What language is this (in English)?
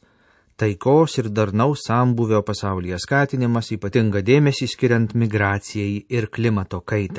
Lithuanian